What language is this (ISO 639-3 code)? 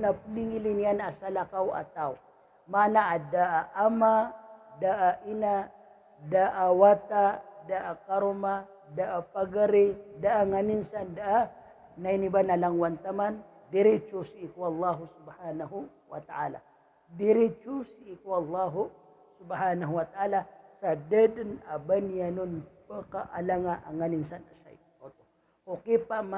mrw